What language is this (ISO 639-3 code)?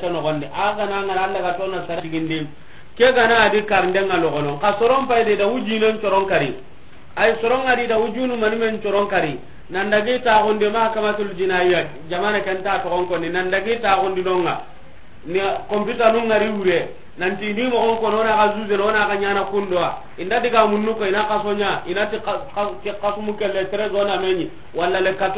snk